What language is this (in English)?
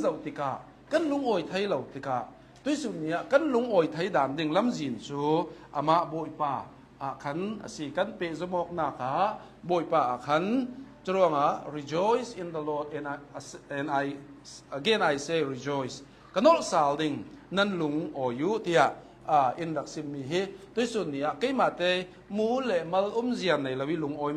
Hakha Chin